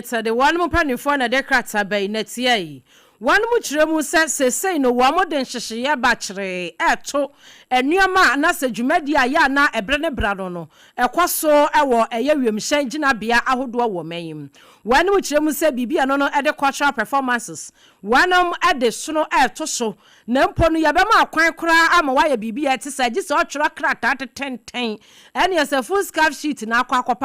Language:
Akan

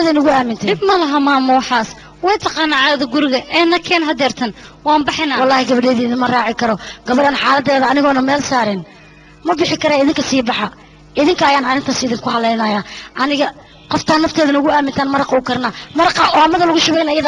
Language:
Somali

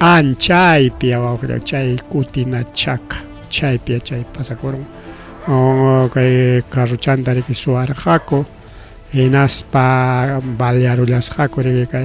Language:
Ayacucho Quechua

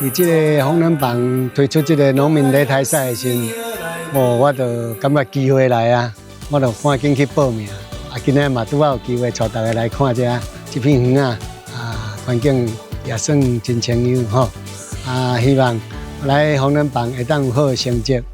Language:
Min Nan Chinese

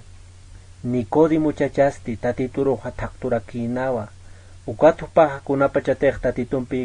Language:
Aymara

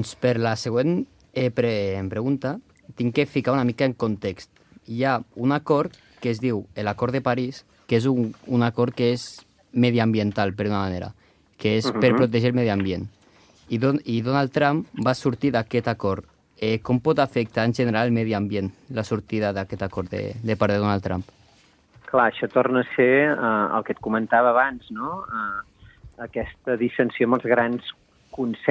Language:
Catalan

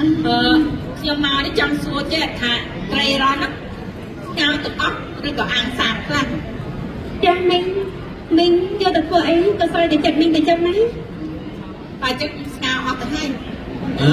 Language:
Khmer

